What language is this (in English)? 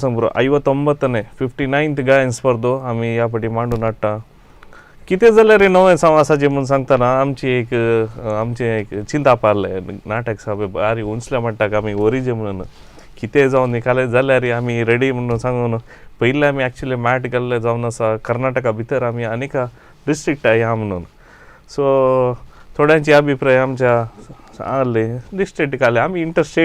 Konkani